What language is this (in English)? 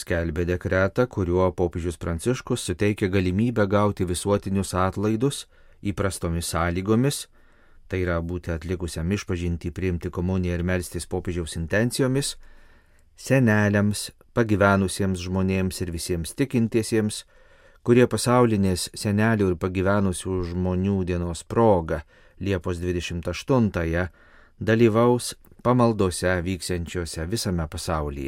Lithuanian